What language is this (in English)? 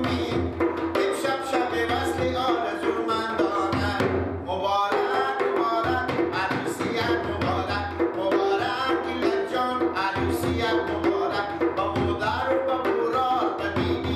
Persian